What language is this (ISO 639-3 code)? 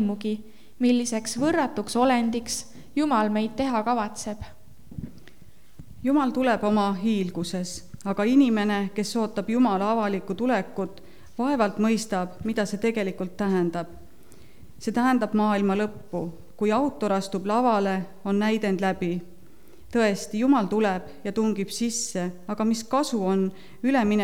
est